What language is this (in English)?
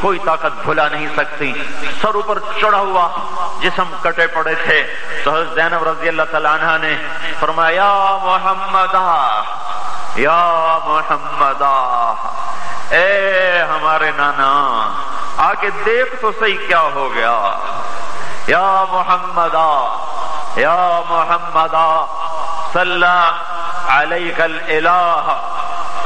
Urdu